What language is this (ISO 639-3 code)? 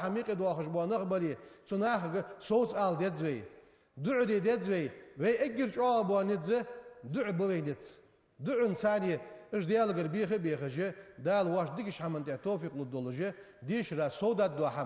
inh